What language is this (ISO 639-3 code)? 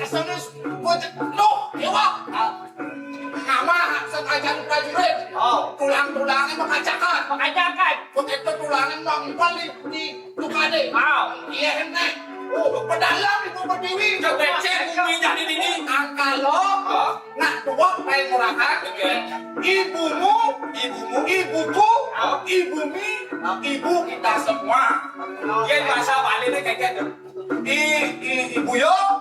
ban